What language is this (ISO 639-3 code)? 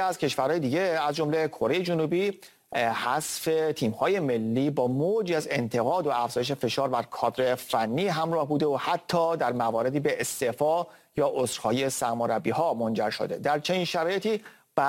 fas